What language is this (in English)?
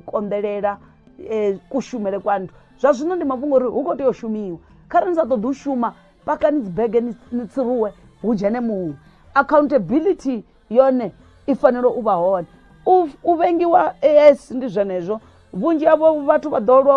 Venda